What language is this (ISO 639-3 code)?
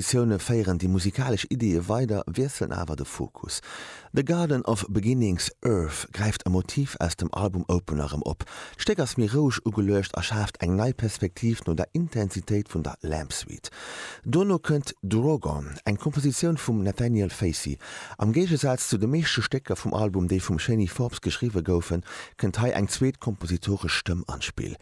ltz